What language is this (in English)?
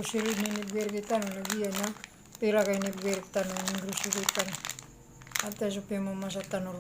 Maranao